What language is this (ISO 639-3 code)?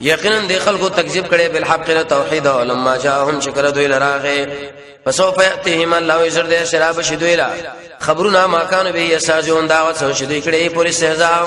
pus